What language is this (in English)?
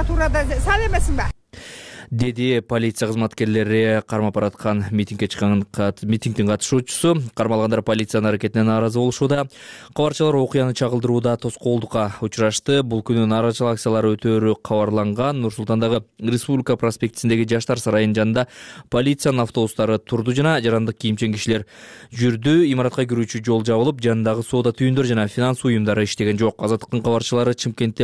Kyrgyz